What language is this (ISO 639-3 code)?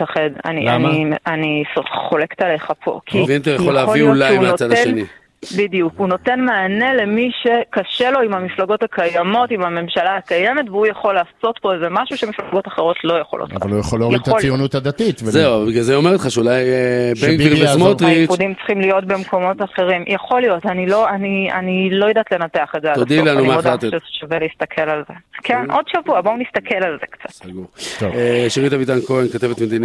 heb